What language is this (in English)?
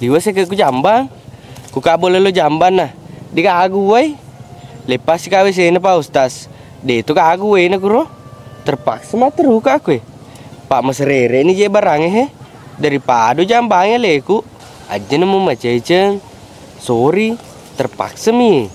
Buginese